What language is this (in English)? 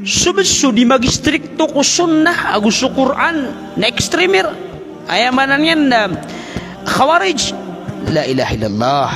Maranao